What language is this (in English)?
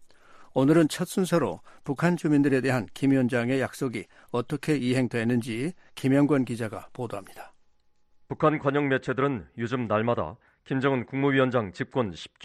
Korean